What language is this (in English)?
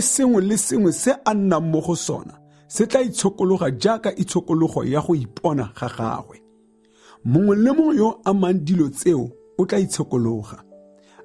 Tswana